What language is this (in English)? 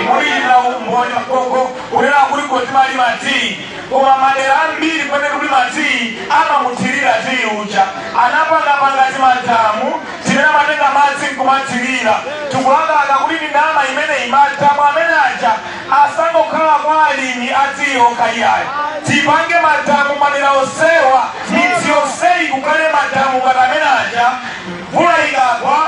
Nyanja